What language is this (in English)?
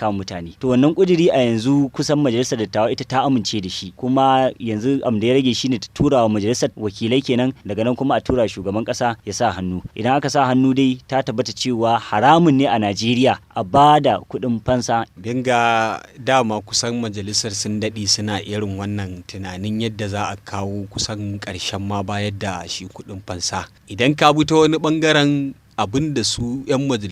Hausa